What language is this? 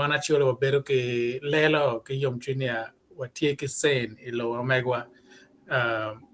Acoli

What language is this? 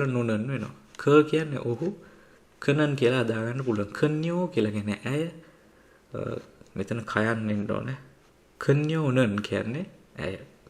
Sinhala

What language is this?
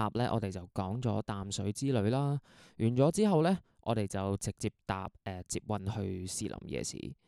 Cantonese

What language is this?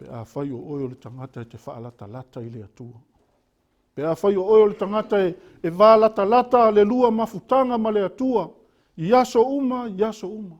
Samoan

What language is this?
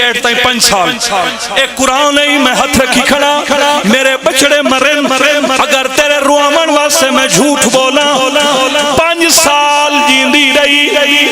Pahari-Potwari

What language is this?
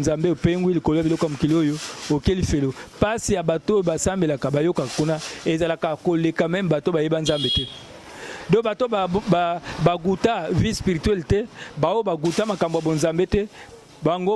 Lingala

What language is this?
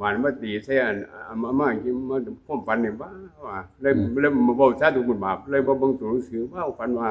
Northeastern Thai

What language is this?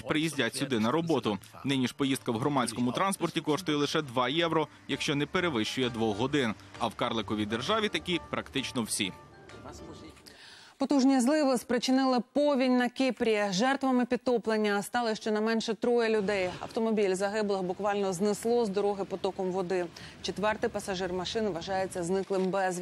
Ukrainian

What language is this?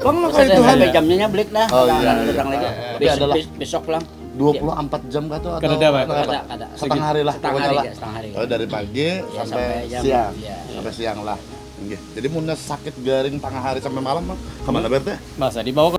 Banjar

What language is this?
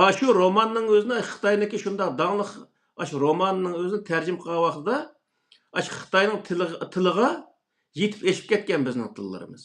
Uyghur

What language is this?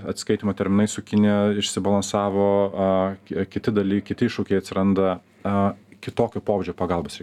Lithuanian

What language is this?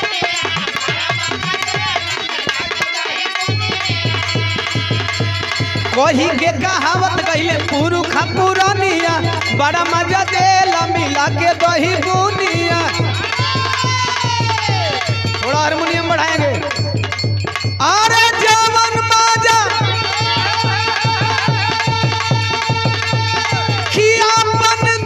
Bhojpuri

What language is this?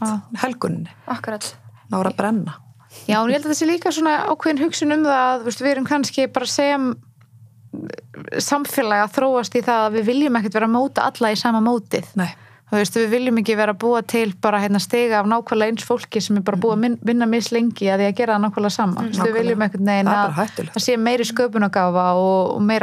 Icelandic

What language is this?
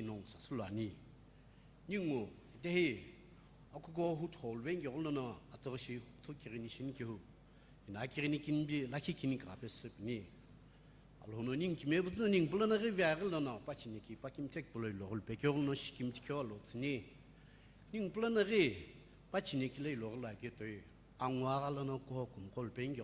Sumi Naga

